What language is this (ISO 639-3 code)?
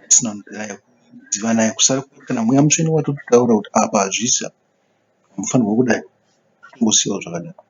sna